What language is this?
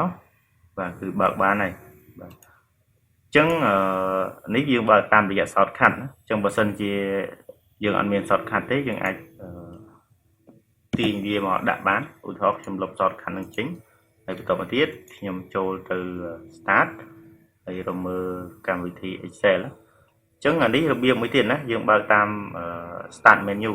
Khmer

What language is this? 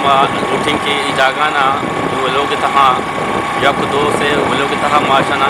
Eastern Balochi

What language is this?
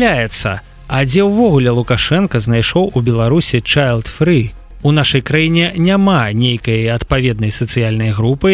Belarusian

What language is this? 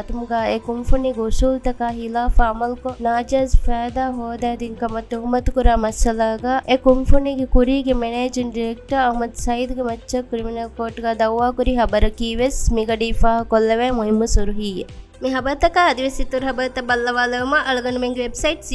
Divehi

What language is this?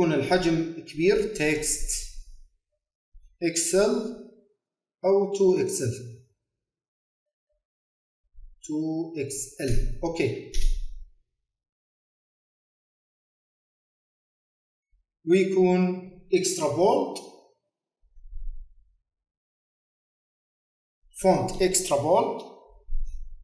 Arabic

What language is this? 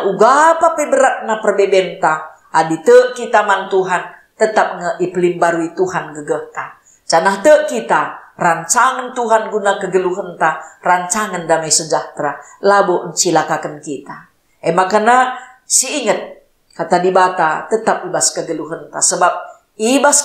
Batak Karo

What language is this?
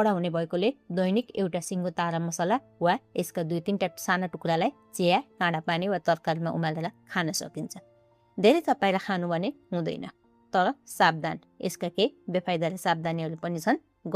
Nepali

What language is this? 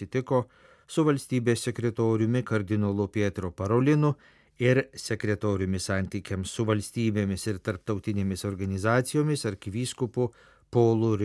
Lithuanian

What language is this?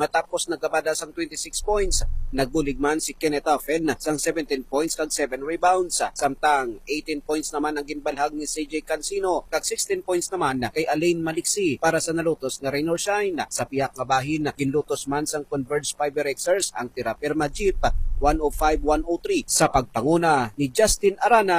Hiligaynon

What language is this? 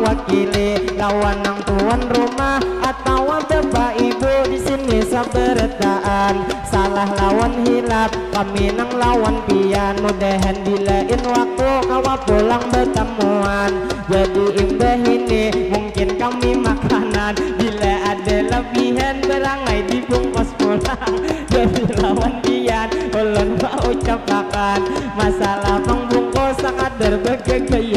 Banjar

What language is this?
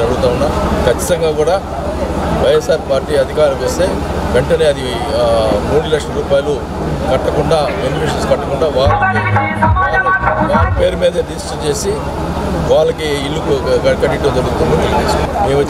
Telugu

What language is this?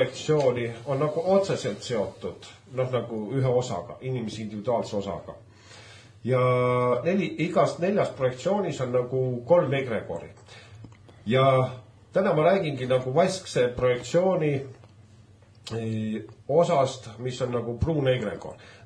Estonian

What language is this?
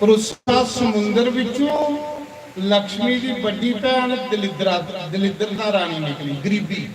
Dogri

